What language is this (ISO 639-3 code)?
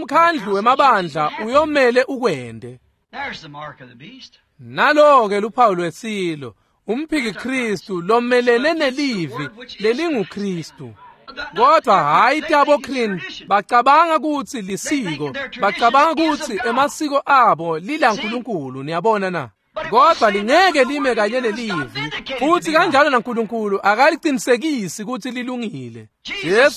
ssw